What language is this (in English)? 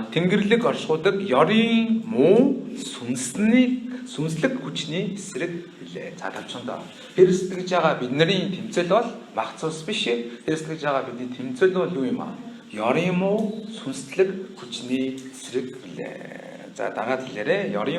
Mongolian